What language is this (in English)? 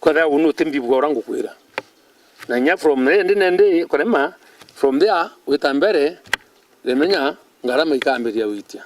Meru